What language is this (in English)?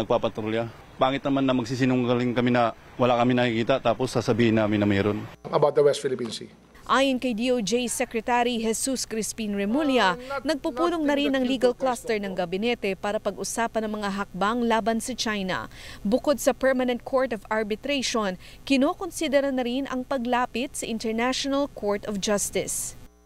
Filipino